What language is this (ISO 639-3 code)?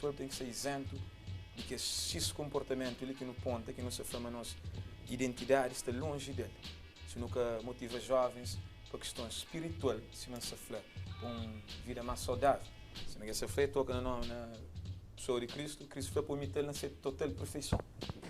kea